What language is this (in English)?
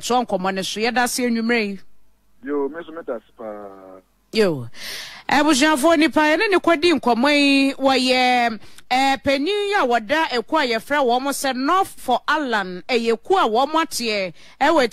Akan